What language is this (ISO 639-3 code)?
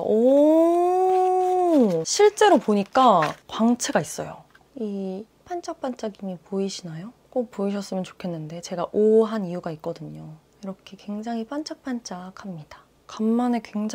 kor